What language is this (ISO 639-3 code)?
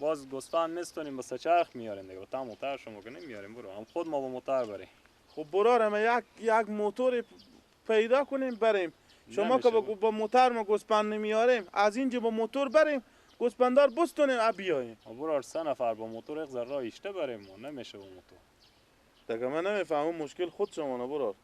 fas